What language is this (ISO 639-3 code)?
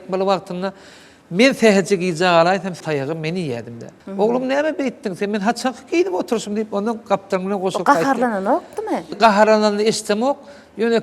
tuk